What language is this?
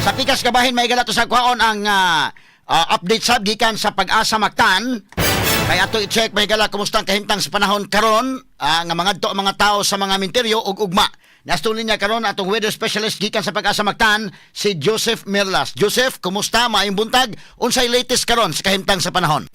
Cebuano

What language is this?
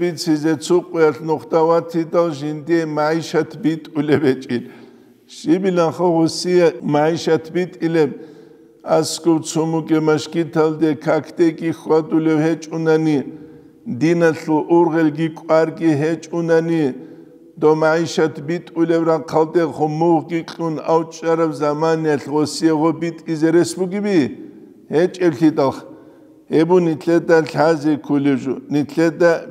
Avaric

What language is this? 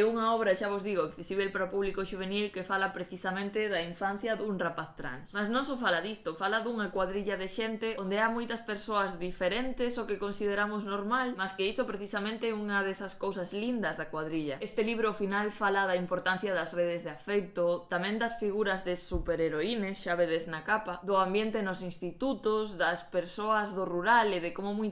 Galician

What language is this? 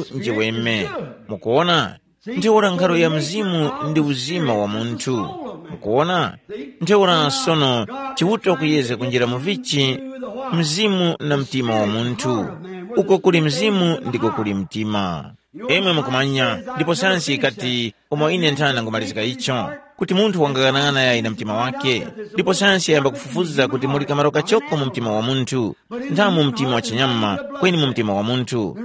Tumbuka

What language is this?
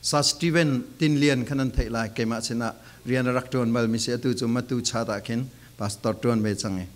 Falam Chin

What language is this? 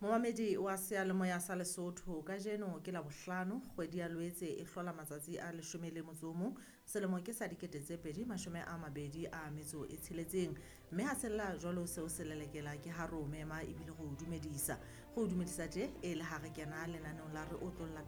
Southern Sotho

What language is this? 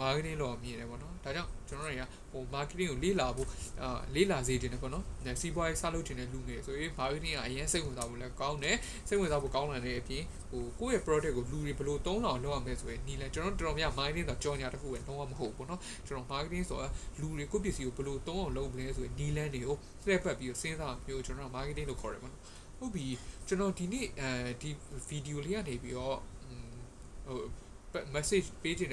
Burmese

